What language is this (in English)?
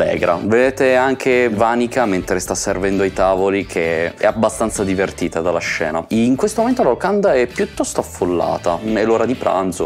Italian